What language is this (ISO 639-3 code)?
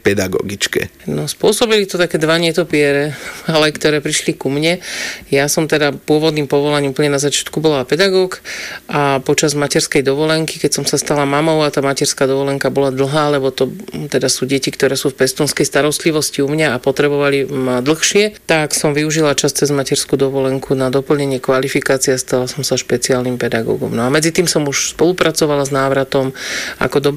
slk